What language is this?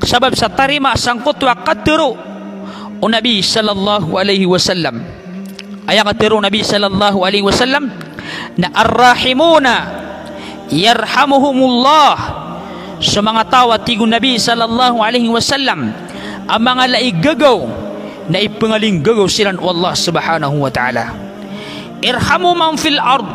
Maranao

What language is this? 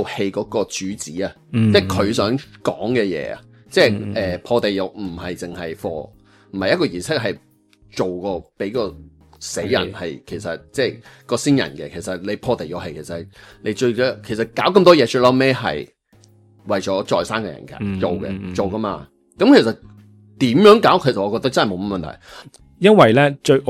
Cantonese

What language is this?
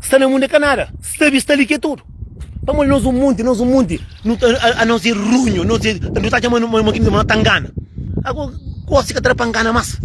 Kabuverdianu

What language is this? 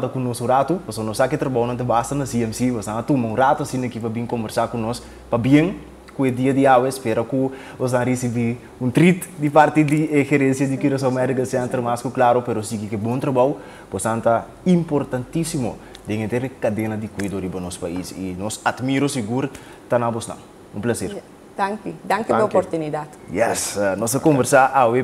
Papiamento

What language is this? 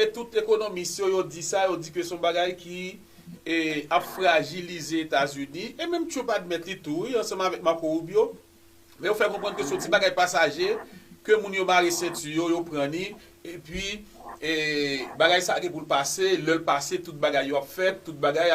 Haitian Creole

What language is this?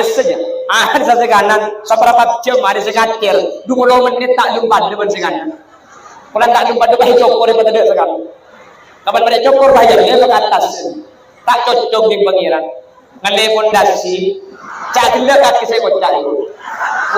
Madurese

